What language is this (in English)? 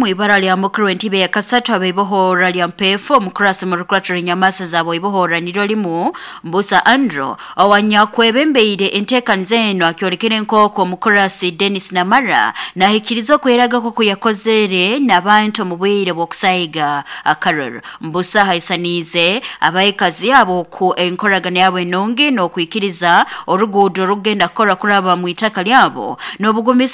Nyoro